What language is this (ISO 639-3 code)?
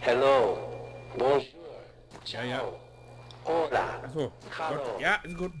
nds